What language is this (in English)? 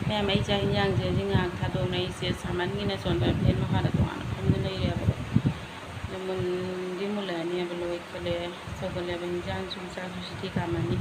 Manipuri